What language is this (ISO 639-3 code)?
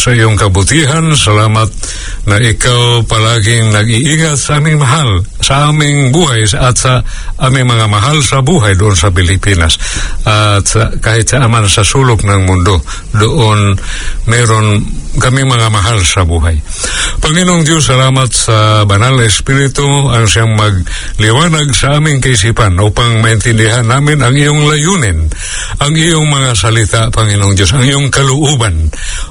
fil